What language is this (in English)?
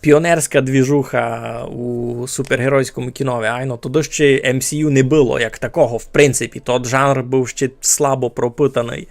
Rusyn